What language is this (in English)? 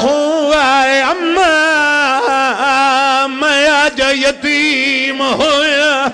Pahari-Potwari